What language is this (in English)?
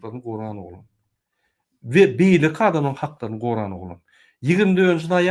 Turkmen